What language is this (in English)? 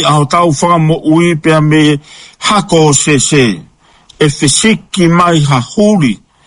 Tongan